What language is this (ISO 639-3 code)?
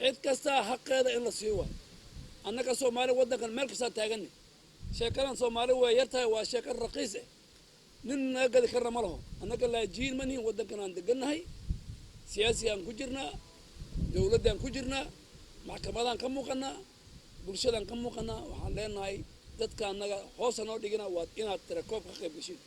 som